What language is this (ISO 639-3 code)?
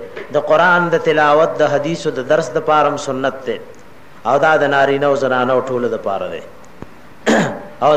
pus